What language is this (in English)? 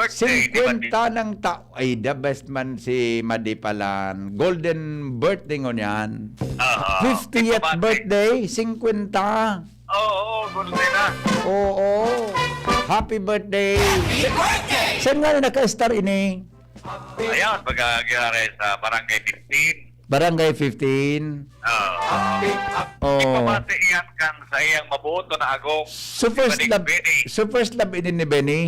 Bikol